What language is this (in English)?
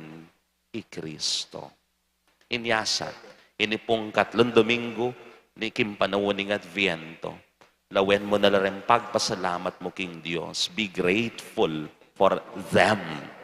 Pampanga